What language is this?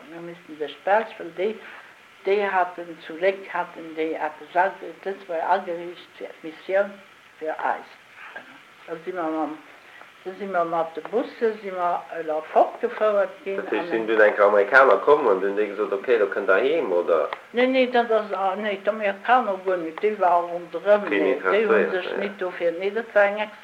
Luxembourgish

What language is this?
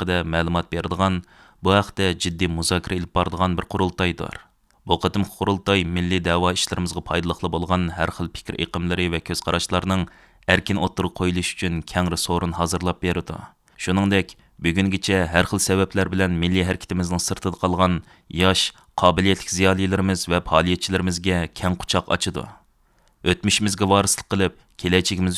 Uyghur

